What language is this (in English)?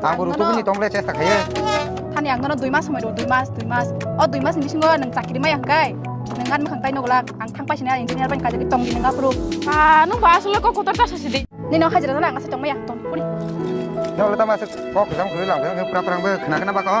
Kok Borok